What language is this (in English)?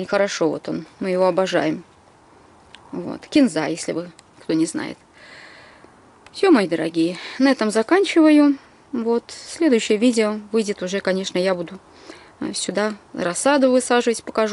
Russian